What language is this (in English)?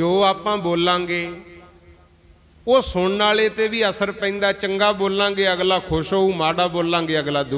Punjabi